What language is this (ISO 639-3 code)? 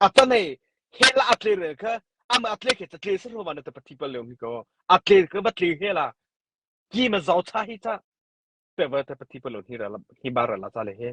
mrh